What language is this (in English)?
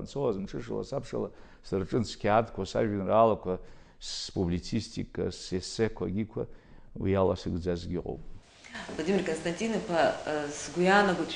Abkhazian